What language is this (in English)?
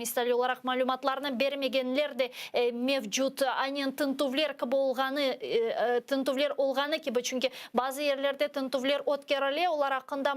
Crimean Tatar